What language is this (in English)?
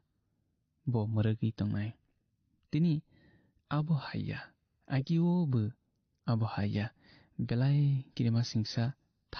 Kok Borok